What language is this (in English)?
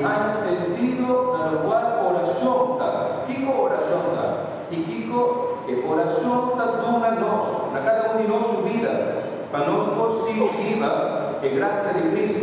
Papiamento